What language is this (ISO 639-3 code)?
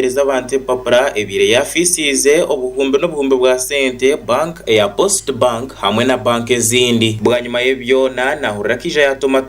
nyn